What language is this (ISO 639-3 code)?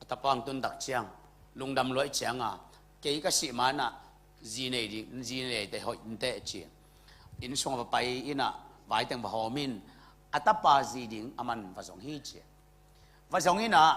ctd